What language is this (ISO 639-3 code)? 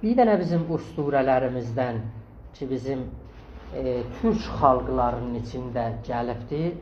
azb